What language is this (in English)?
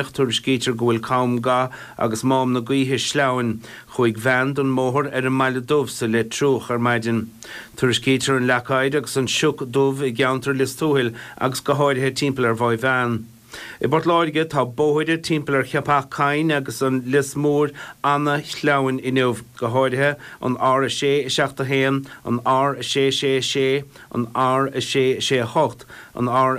Irish